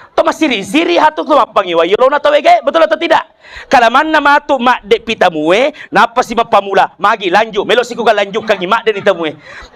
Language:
Buginese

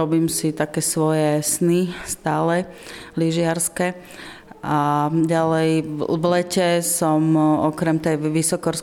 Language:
Slovak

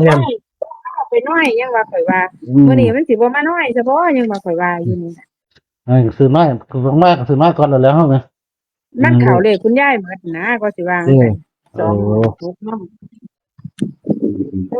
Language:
Northeastern Thai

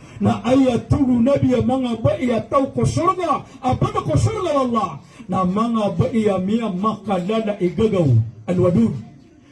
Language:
Maranao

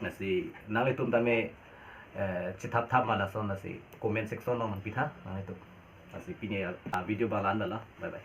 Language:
Karbi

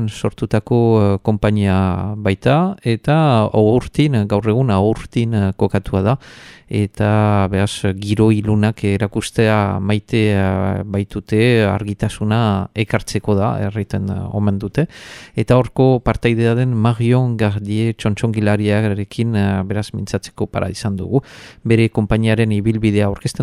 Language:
Basque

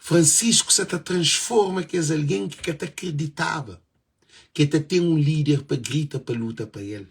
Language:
Kabuverdianu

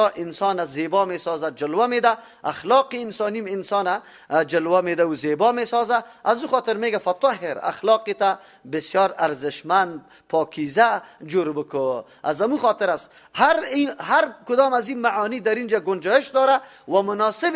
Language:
Persian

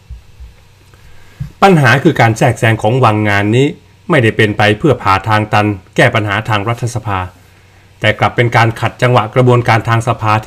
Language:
Thai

